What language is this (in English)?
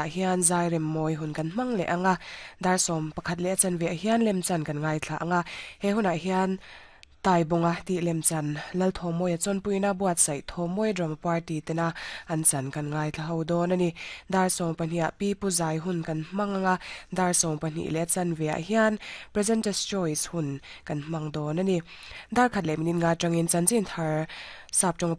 Mizo